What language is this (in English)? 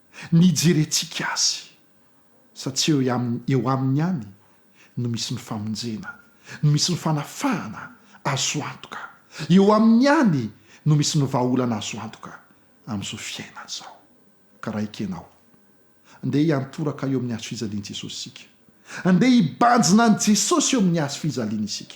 Malagasy